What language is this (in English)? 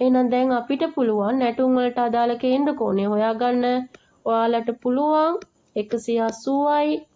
Sinhala